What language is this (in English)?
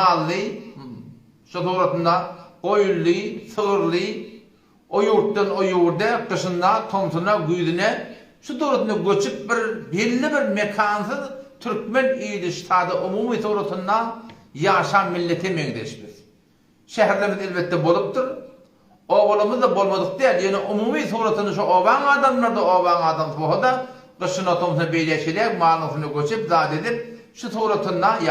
Turkmen